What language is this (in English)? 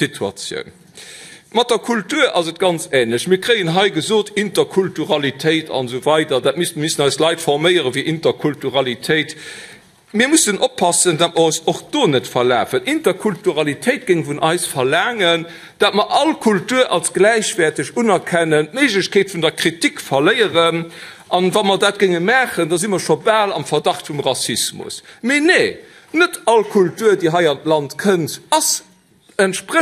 Luxembourgish